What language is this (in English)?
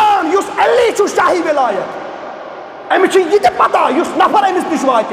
Kashmiri